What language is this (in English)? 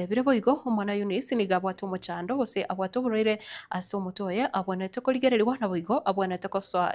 Gusii